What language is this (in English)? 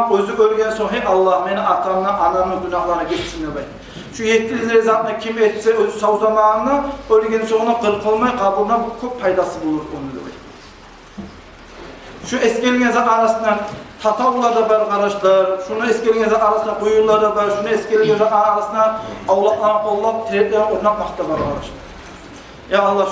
Kumyk